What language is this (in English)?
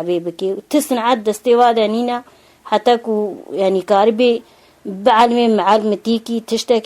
Kurdish